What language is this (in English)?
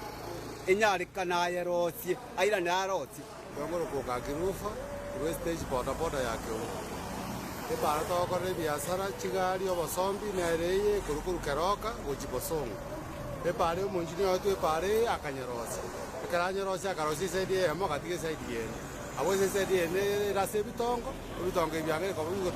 Gusii